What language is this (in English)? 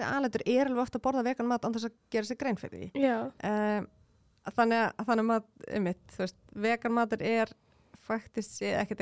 Icelandic